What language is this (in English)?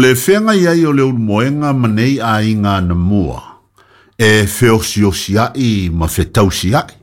Samoan